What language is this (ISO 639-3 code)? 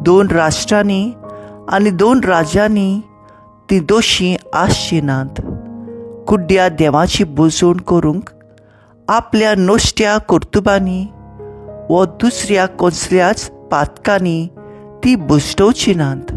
kok